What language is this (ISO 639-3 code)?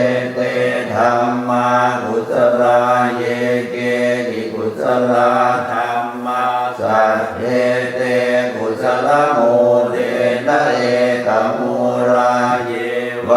pli